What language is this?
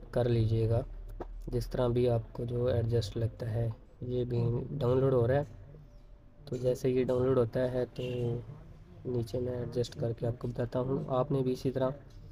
Hindi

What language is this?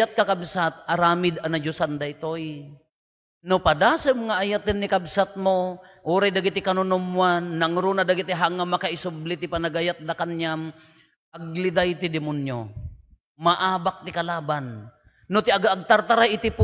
Iloko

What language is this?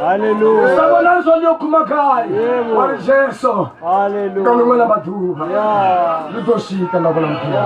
Venda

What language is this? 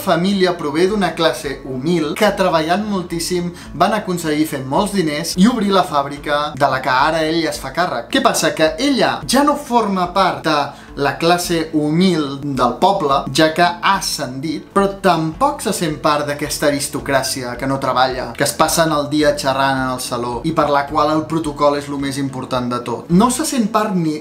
Catalan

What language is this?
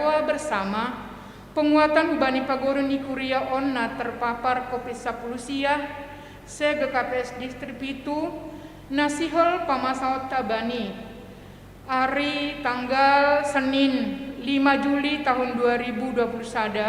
Batak Simalungun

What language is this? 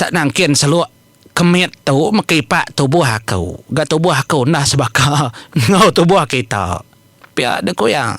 Iban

